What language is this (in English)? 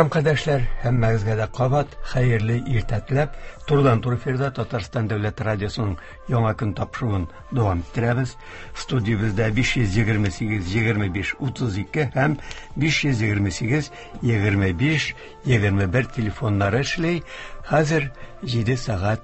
Tatar